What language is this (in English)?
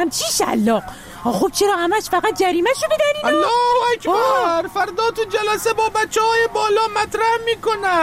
Persian